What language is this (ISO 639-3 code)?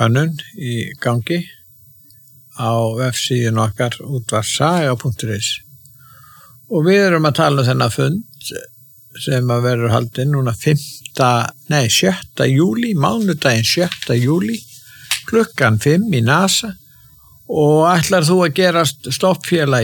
isl